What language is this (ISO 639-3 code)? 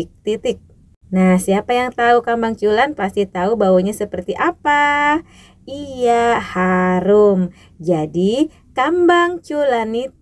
bjn